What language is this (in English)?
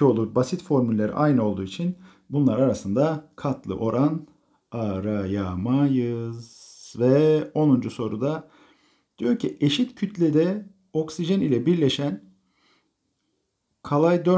Turkish